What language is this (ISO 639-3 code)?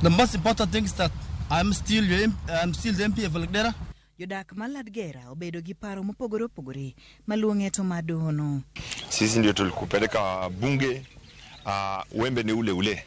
luo